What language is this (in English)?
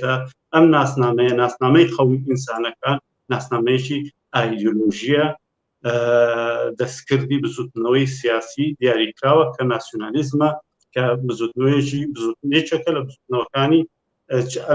Central Kurdish